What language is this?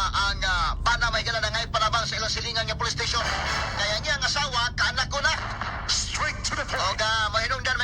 Cebuano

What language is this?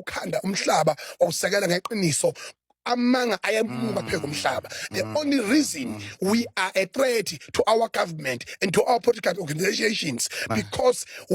Zulu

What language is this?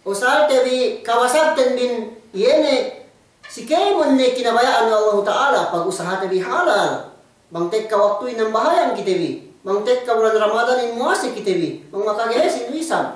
Yakan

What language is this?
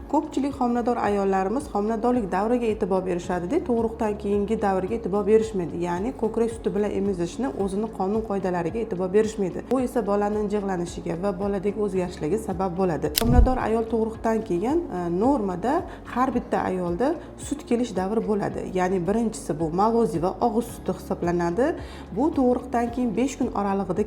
Uzbek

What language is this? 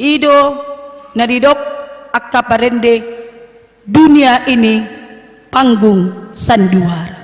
Batak Toba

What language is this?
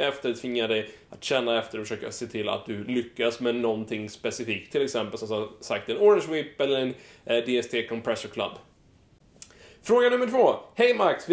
Swedish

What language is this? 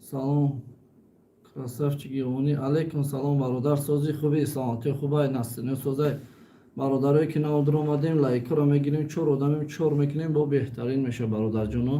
Tajik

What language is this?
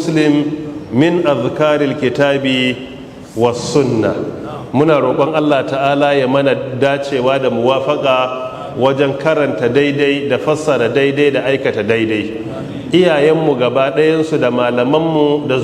Hausa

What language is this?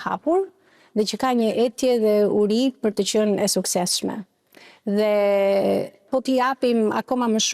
Albanian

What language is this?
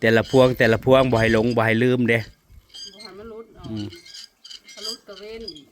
Northeastern Thai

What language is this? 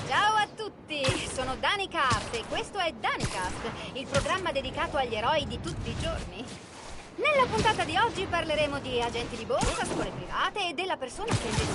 Italian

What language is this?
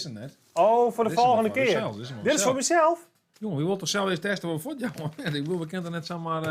Western Frisian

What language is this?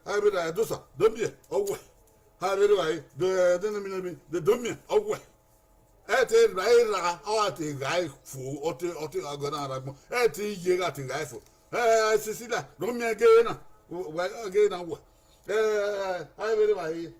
Bini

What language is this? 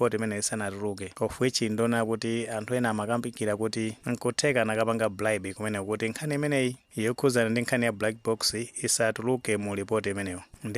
Nyanja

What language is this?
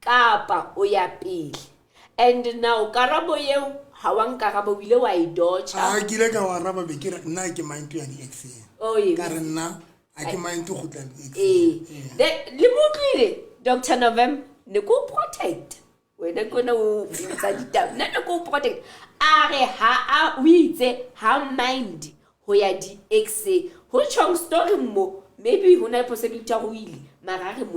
Southern Sotho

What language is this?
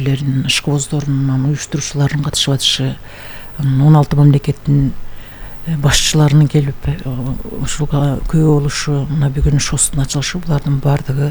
Kyrgyz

